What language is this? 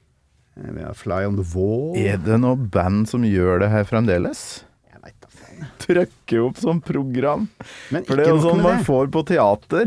Norwegian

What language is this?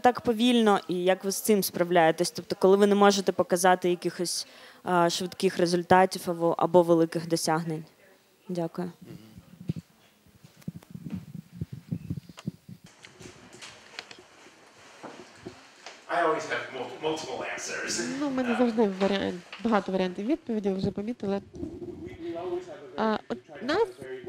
Ukrainian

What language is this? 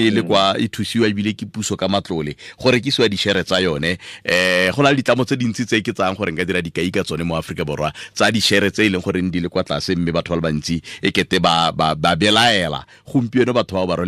Tswana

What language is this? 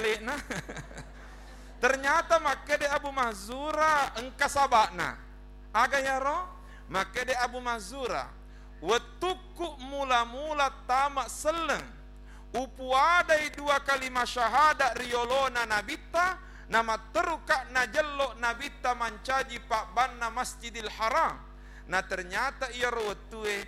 Buginese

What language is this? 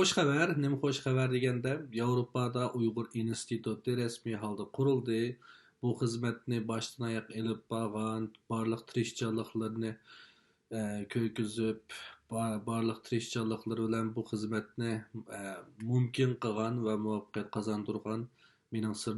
Uyghur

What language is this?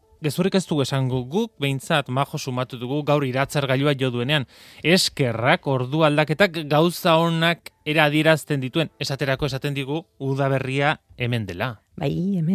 Basque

